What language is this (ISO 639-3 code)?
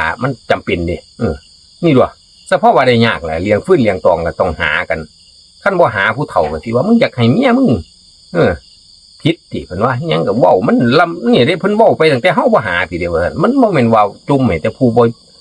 tts